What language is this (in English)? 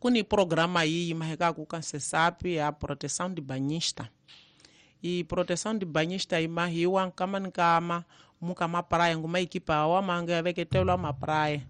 Tsonga